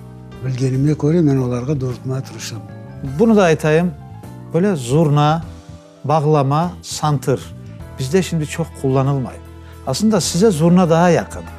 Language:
Crimean Tatar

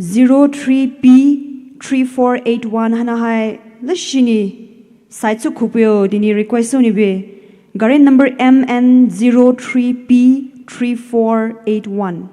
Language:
Poumei Naga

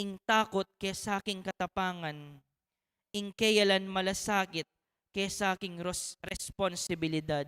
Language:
Pampanga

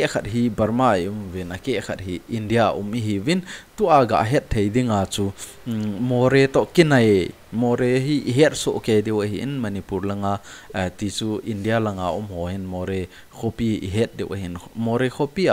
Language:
Thado Chin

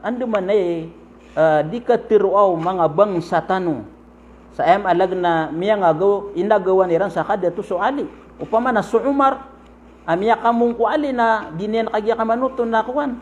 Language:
Maranao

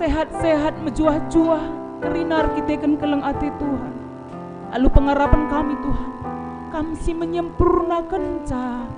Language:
Batak Karo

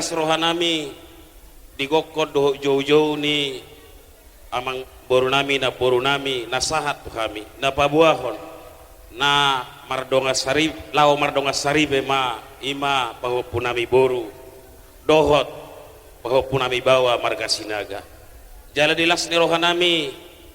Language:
Batak Toba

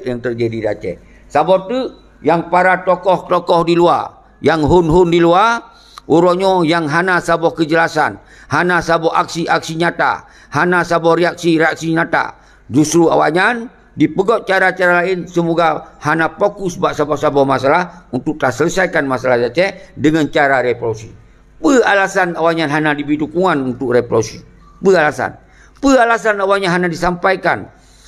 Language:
Achinese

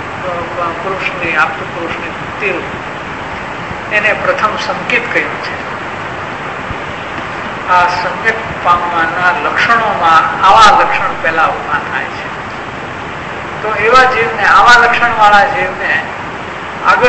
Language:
Gujarati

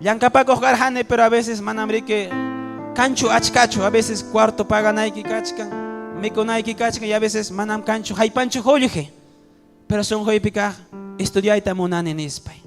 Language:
Ayacucho Quechua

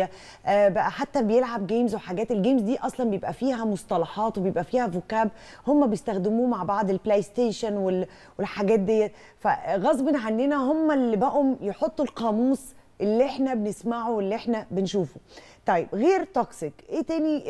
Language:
Egyptian Arabic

